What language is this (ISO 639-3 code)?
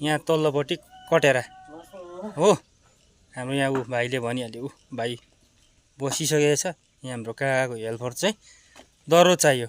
nep